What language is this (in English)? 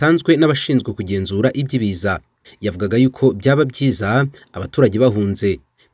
Kinyarwanda